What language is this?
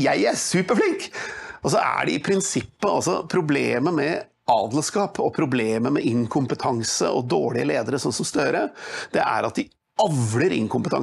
Norwegian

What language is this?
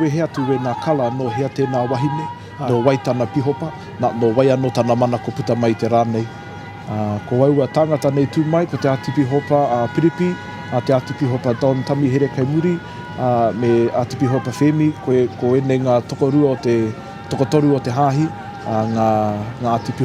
Māori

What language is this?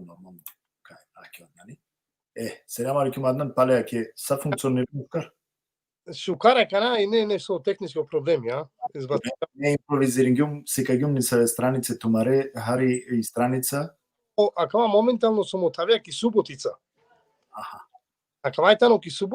Balkan Romani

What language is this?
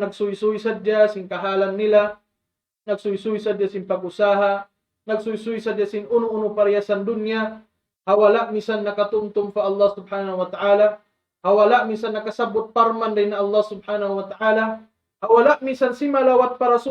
Tausug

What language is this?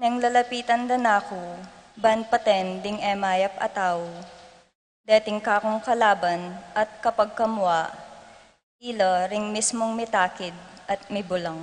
Pampanga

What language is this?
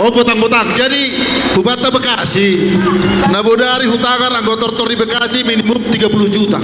Batak Simalungun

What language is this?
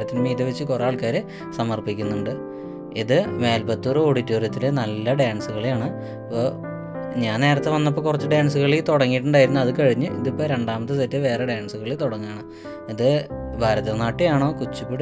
Malayalam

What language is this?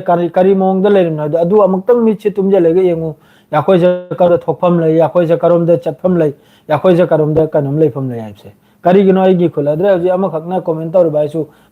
Manipuri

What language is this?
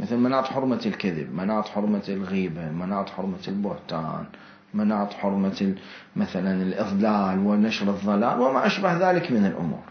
Mesopotamian Arabic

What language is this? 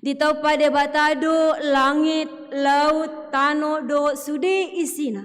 Batak Toba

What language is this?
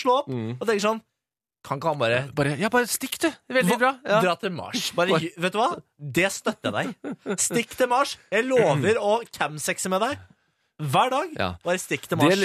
Norwegian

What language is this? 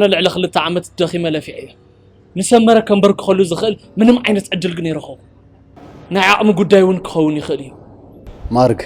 Tigrinya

